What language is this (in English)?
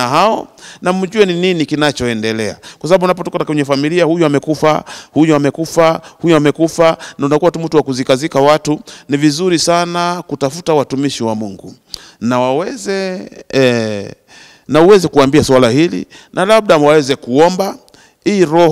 Swahili